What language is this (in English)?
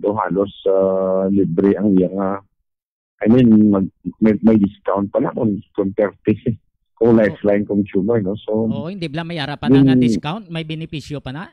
Hiligaynon